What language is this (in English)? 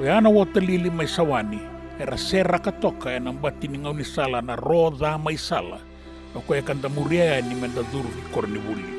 Fijian